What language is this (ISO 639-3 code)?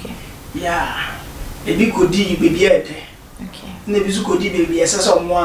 aka